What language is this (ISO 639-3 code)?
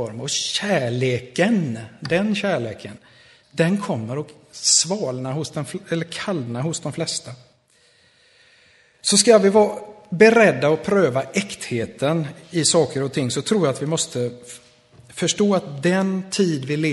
swe